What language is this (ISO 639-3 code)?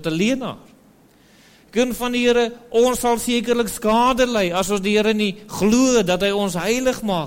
afr